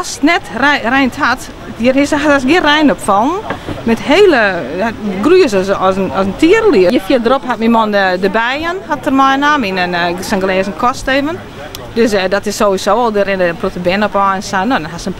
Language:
Western Frisian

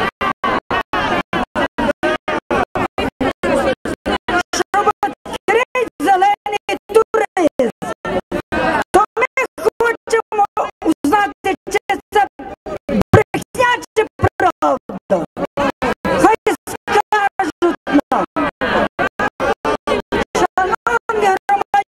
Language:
Ukrainian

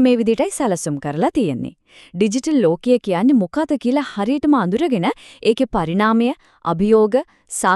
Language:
Sinhala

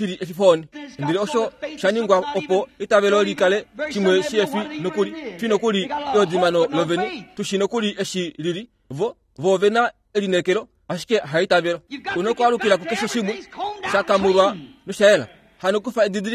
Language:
Kuanyama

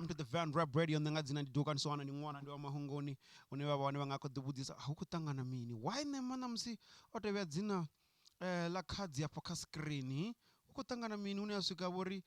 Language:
Venda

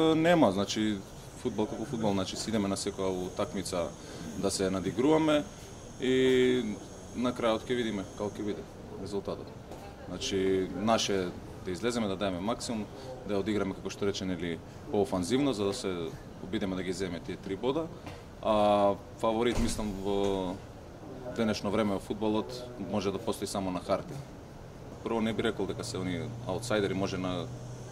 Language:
Macedonian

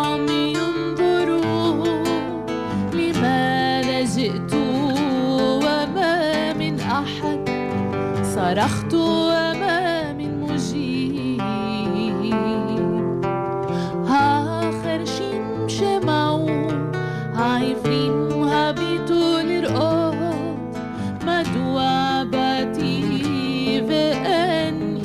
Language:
Hebrew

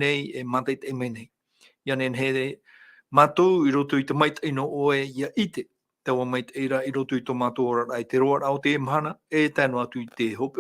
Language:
Tahitian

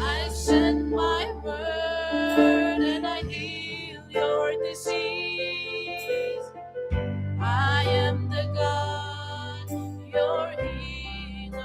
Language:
Pohnpeian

